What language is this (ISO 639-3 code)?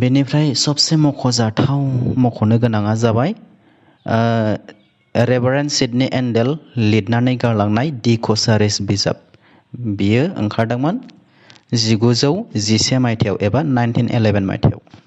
brx